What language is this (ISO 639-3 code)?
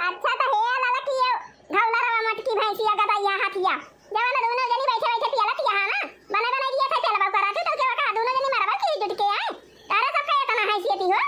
awa